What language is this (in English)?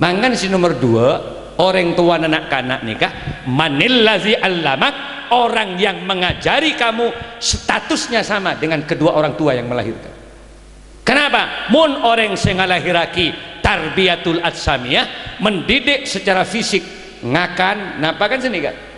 Madurese